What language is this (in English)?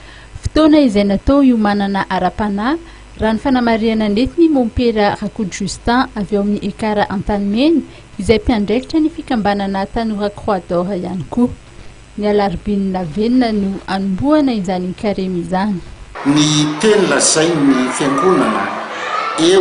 Malagasy